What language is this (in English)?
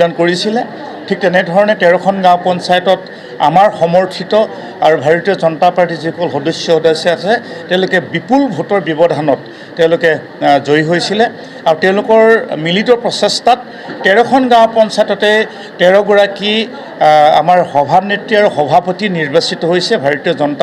Assamese